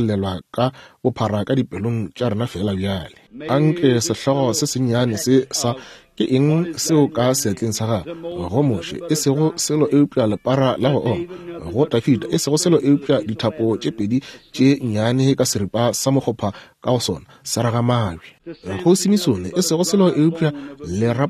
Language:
Northern Sotho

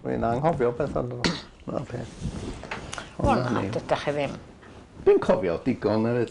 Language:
Welsh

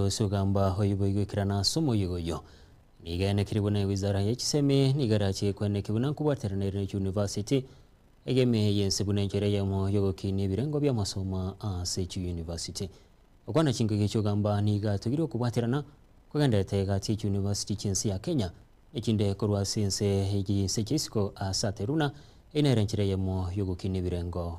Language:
Gusii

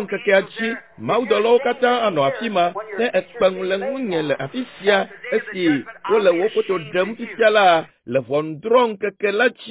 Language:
Ewe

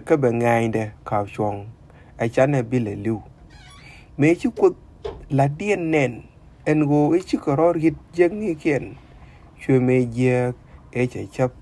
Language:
Nuer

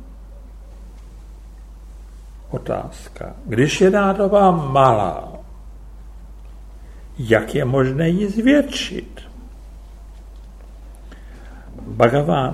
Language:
Czech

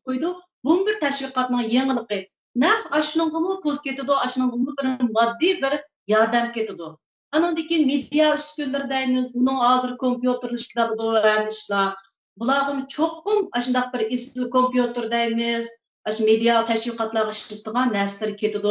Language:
Uyghur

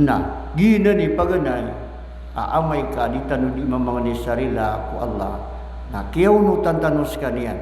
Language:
Maranao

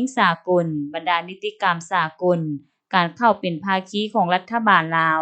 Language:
Lao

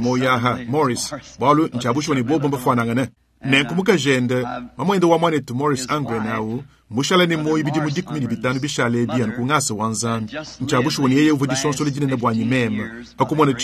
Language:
Luba-Lulua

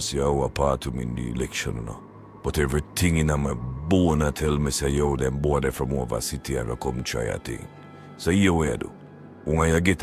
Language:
Jamaican Creole English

